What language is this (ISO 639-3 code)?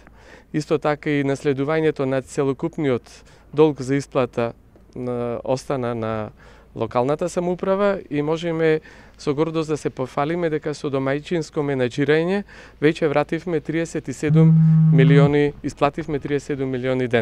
mkd